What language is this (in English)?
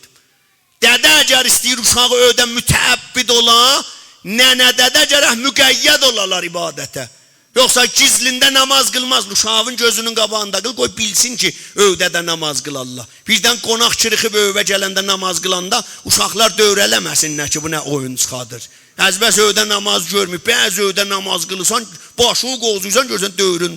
South Azerbaijani